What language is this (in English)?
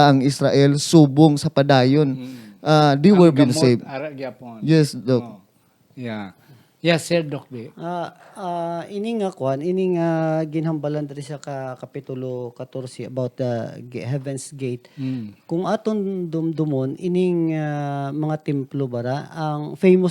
Hiligaynon